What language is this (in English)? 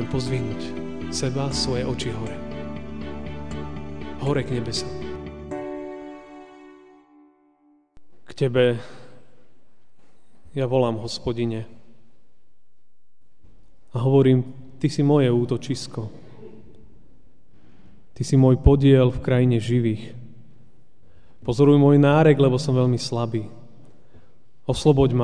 Slovak